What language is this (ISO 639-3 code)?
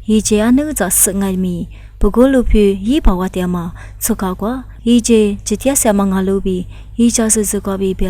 lis